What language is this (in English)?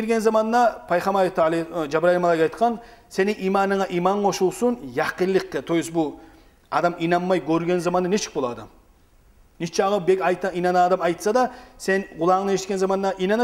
Kumyk